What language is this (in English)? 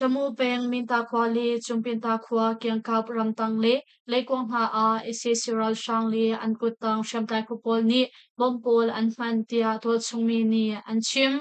Hakha Chin